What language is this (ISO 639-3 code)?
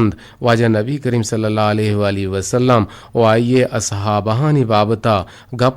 bgp